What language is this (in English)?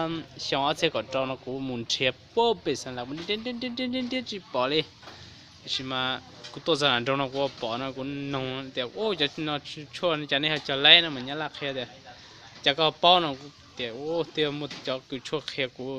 Hmong